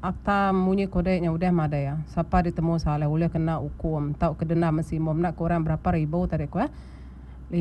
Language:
Iban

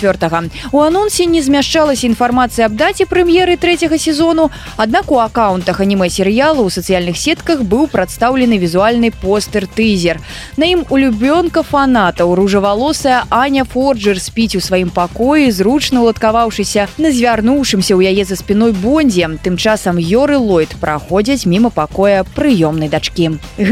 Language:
Belarusian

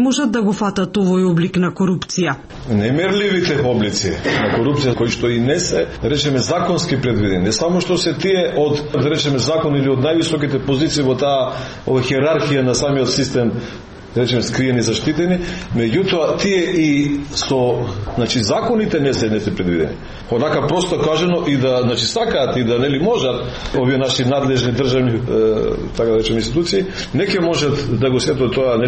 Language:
Macedonian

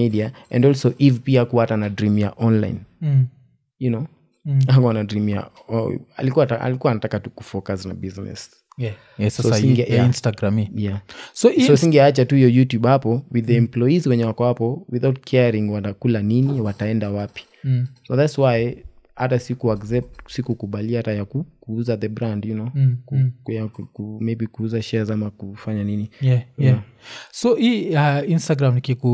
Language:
Swahili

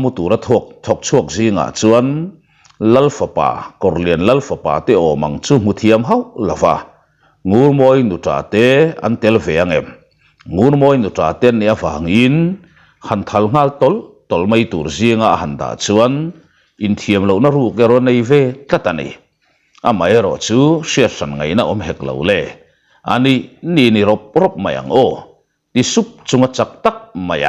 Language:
Mizo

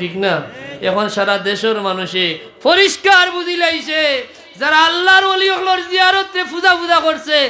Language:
Sylheti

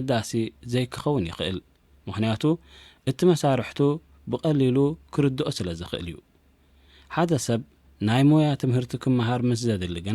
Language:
Tigrinya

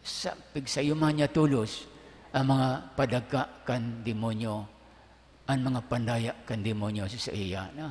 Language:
Bikol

